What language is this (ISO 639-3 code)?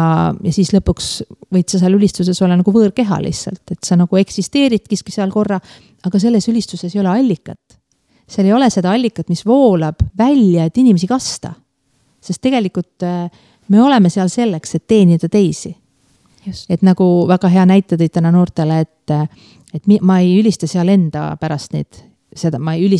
est